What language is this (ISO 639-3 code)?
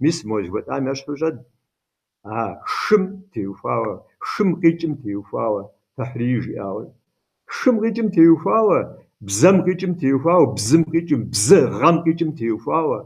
kbd